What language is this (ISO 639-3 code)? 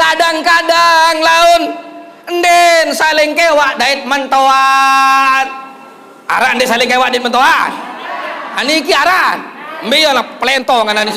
sas